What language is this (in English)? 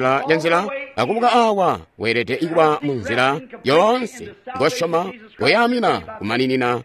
Tonga (Zambia)